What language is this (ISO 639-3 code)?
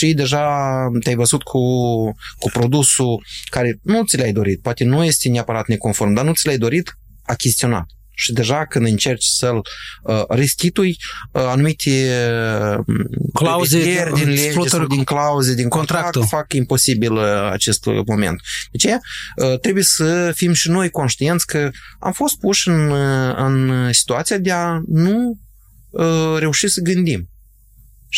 ron